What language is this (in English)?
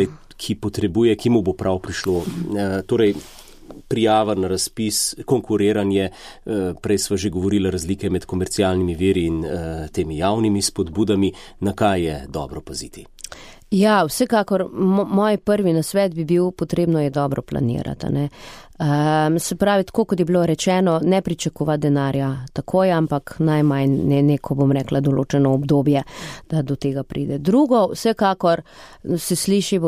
Slovenian